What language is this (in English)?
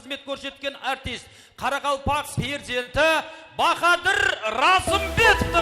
Kara-Kalpak